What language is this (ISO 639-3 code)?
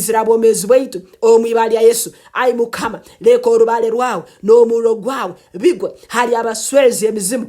nyn